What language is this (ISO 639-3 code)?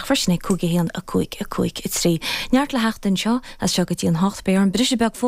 gle